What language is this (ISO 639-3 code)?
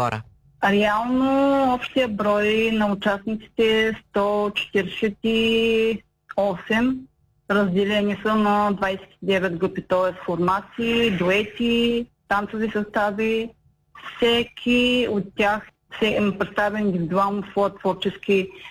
bul